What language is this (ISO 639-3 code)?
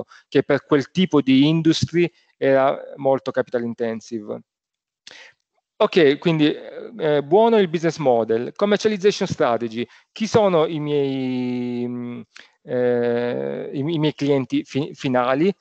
ita